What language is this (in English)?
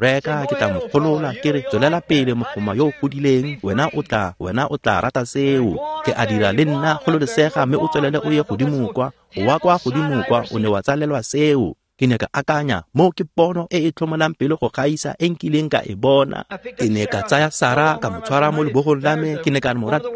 Tswana